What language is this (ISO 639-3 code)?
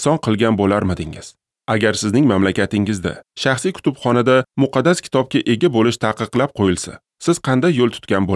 uzb